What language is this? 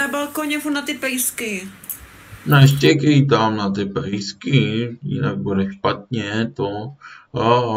Czech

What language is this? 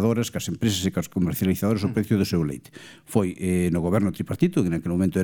Galician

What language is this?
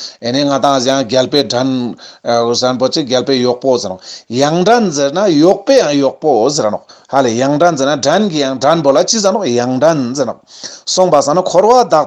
Ladakhi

